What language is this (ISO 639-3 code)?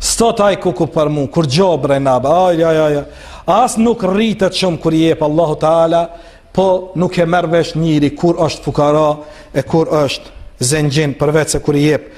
sqi